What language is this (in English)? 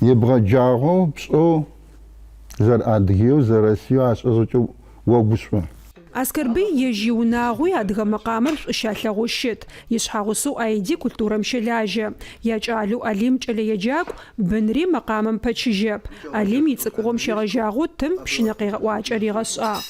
Adyghe